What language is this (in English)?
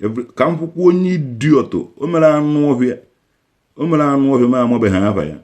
Igbo